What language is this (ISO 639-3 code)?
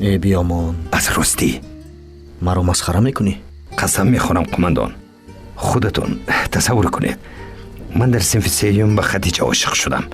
tgk